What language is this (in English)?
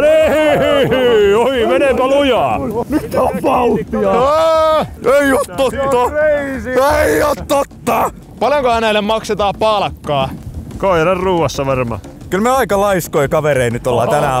Finnish